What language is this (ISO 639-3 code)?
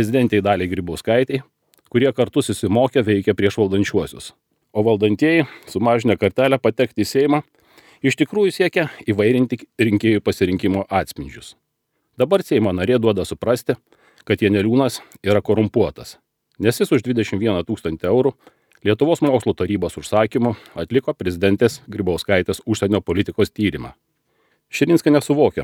lit